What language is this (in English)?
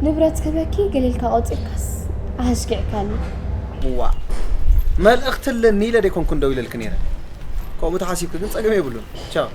Tigrinya